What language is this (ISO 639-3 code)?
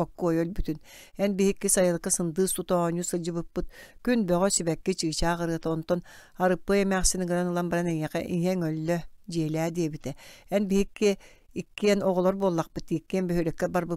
sah